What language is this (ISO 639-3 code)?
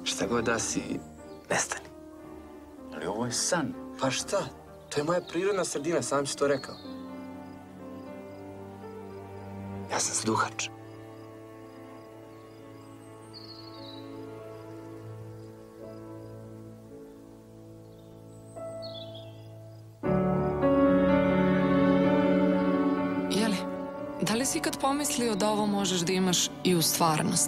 srp